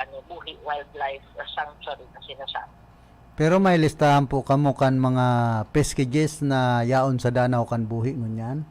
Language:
Bikol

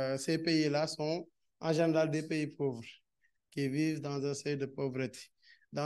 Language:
French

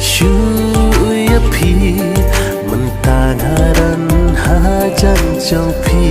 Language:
Khasi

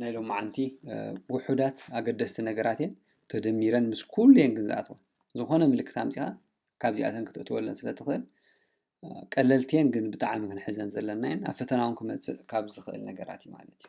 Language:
Tigrinya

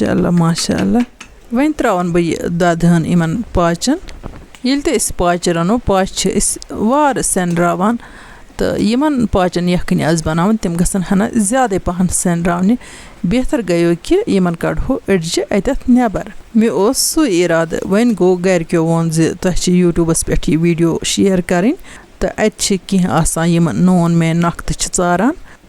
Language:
Kashmiri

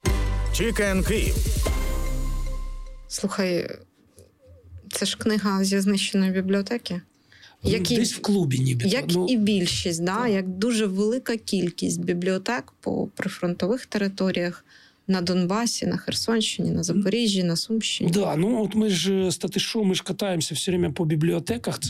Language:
Ukrainian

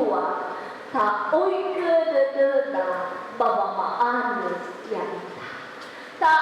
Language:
Nias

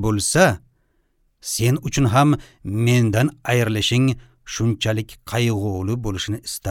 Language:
Uzbek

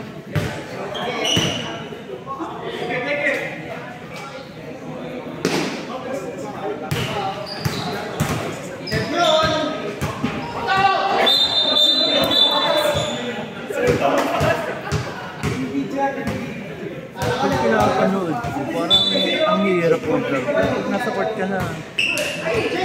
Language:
Filipino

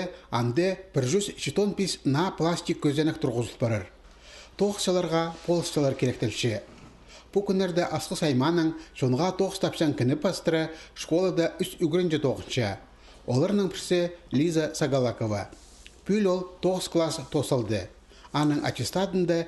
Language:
Khakas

